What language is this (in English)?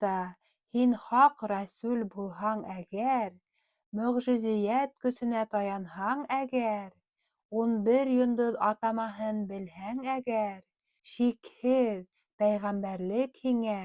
Bashkir